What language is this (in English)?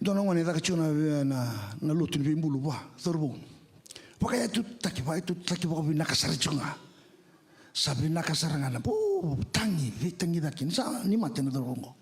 Fijian